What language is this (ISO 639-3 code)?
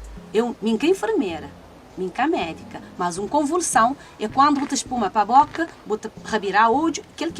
kea